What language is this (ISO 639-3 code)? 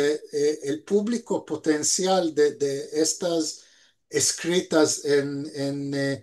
lad